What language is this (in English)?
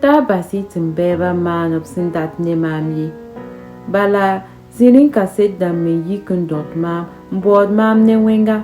Mossi